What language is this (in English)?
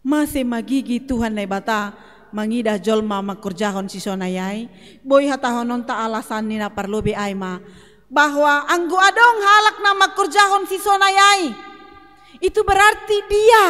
Batak Simalungun